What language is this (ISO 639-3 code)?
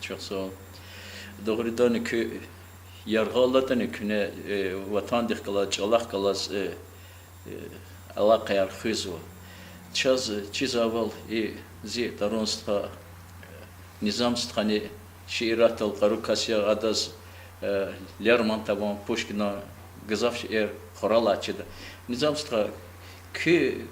lez